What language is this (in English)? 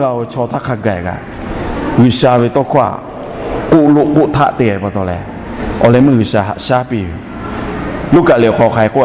Lahu